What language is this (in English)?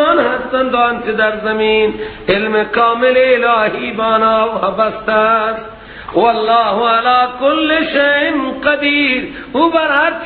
Persian